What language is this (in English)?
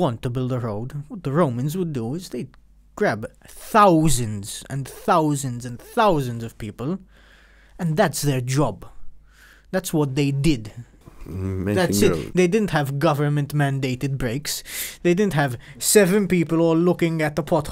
English